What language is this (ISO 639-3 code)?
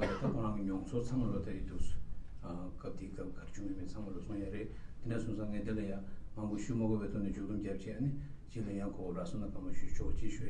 bod